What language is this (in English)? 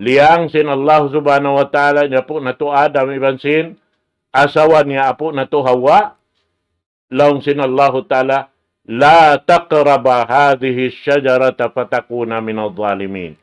Tausug